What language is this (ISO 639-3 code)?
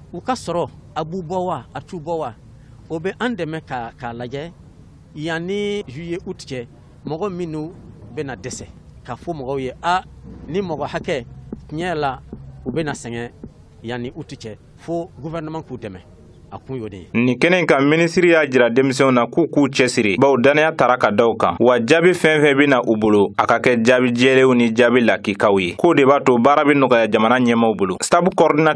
bam